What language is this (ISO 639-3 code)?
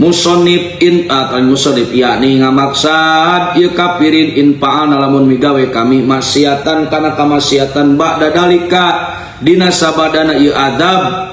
sun